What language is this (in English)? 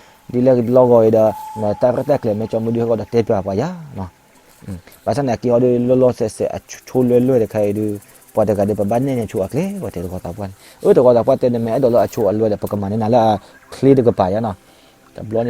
S'gaw Karen